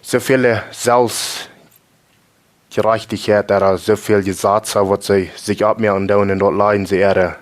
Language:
Plautdietsch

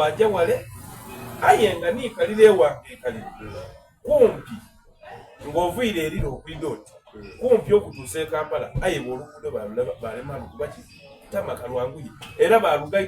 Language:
Soga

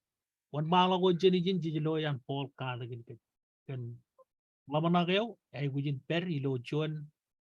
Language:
Marshallese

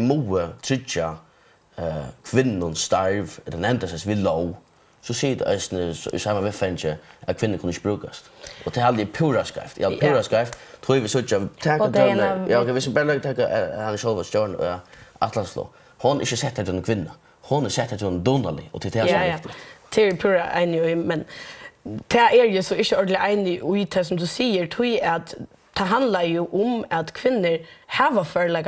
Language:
Faroese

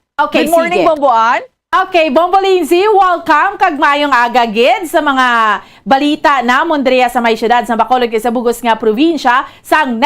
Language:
Hiligaynon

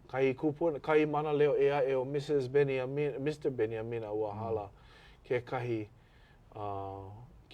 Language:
Hawaiian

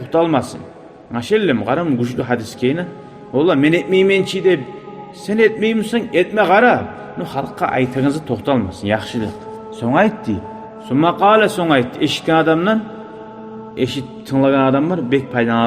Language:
Kumyk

